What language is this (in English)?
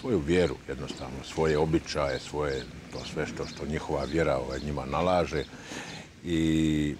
Bosnian